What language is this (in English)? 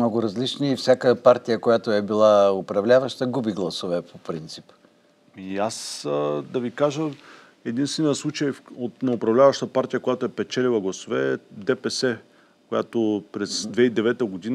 Bulgarian